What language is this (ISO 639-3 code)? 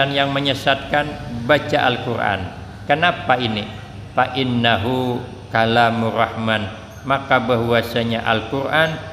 bjn